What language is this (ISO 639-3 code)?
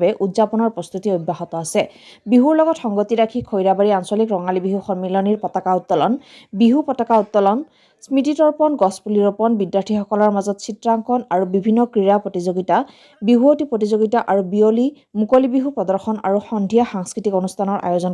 asm